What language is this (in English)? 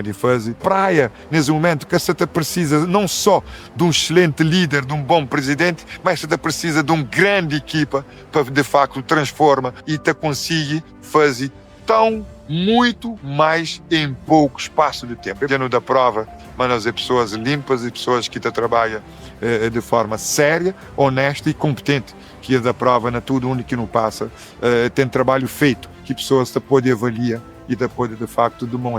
Kabuverdianu